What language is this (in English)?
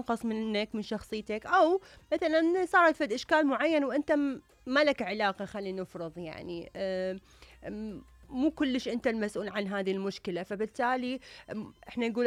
Mesopotamian Arabic